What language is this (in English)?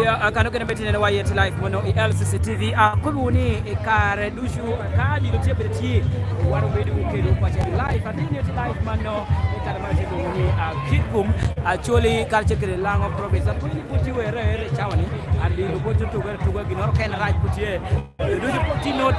Lango (Uganda)